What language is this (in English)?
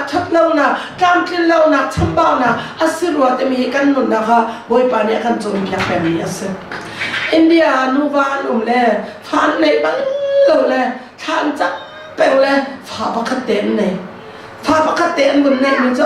Hakha Chin